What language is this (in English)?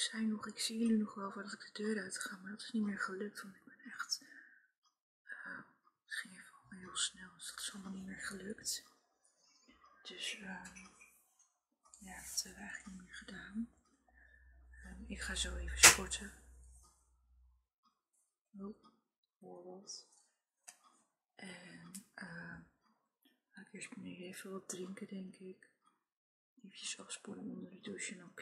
Dutch